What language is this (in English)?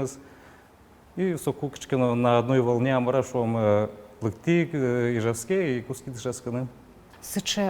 Udmurt